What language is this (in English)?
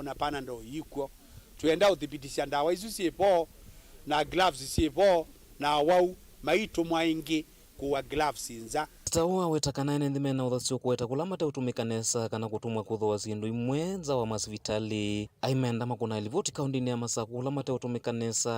Kamba